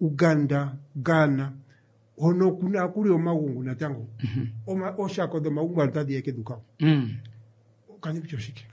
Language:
Kuanyama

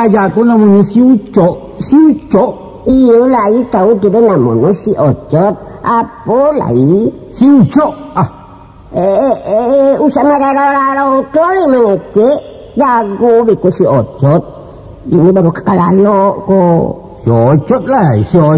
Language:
Minangkabau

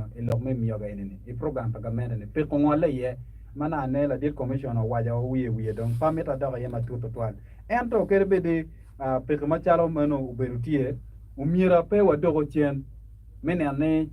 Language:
Acoli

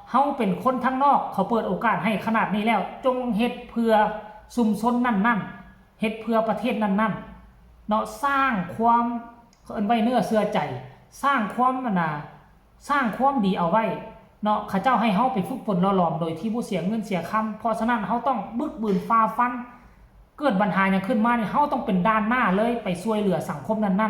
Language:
Northeastern Thai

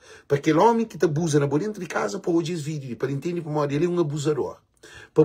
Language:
Kabuverdianu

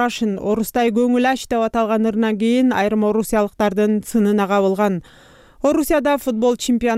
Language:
Kyrgyz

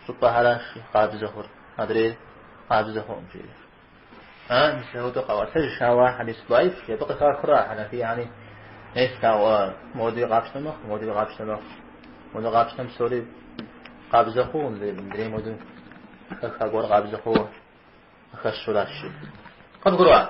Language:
Kabardian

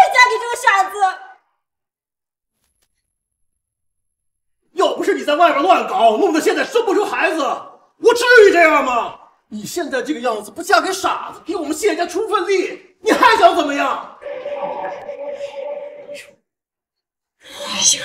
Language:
Chinese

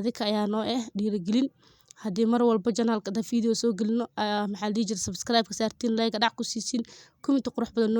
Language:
Somali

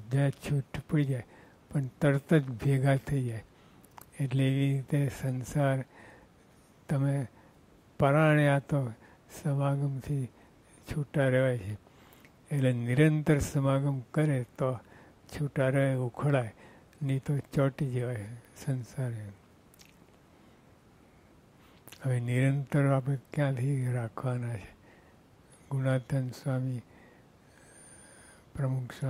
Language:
Gujarati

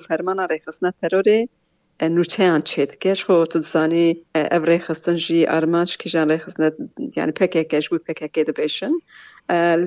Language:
Kurdish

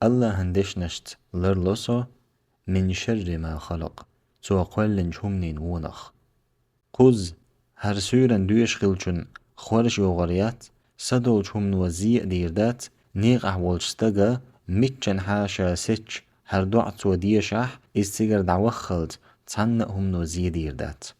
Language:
Chechen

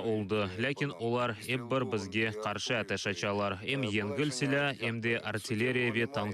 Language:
Crimean Tatar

